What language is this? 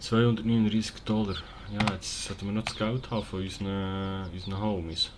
Swiss German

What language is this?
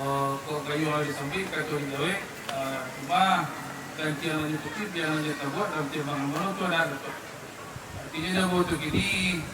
Minangkabau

